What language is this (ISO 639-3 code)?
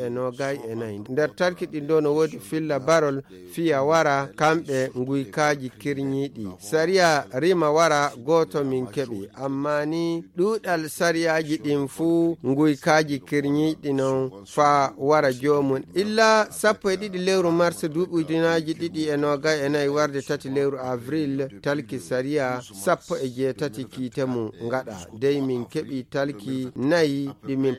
ful